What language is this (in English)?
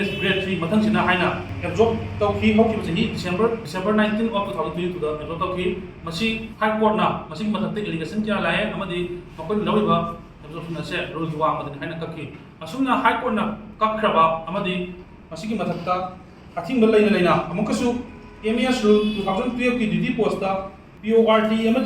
Manipuri